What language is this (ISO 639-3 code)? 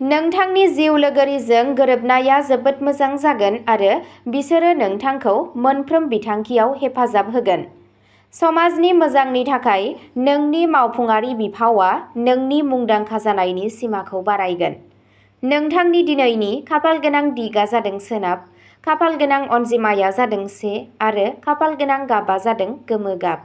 brx